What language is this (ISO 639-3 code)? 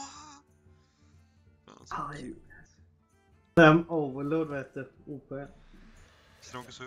swe